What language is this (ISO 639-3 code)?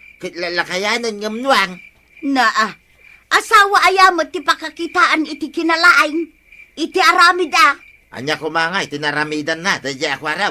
ilo